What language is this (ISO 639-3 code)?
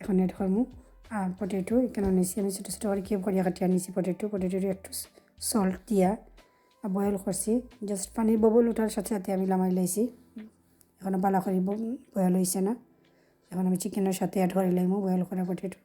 syl